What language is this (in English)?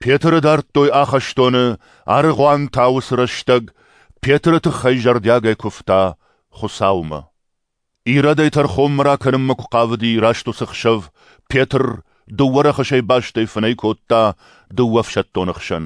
Ossetic